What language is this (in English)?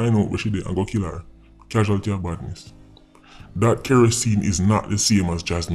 Jamaican Creole English